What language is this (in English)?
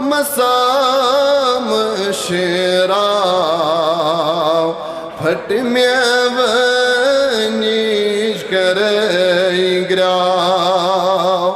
Kashmiri